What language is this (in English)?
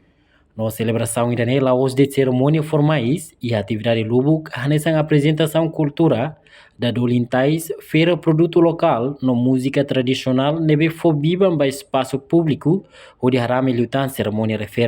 Tetum